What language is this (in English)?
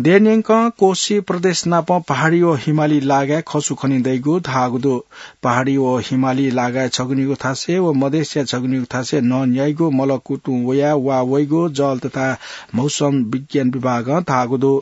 Newari